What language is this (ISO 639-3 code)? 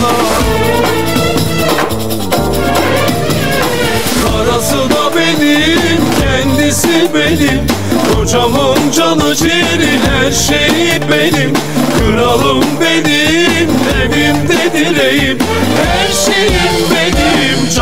tur